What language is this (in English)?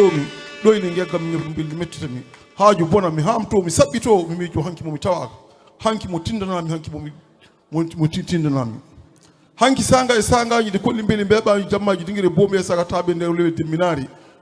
Fula